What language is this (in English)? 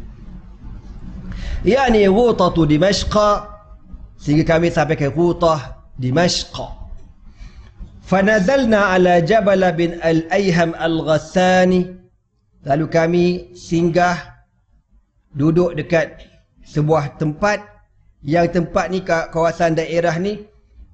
Malay